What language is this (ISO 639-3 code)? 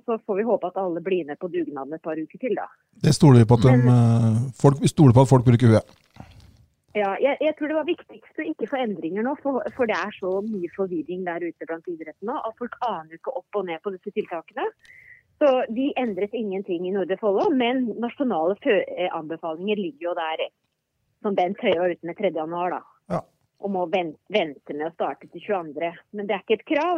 nor